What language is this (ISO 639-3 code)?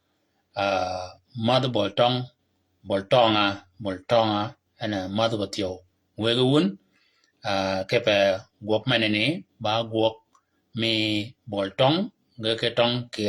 shk